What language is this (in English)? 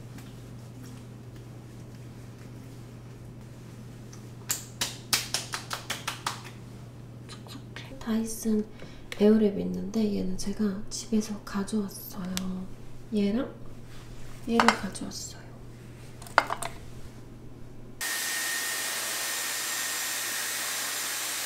Korean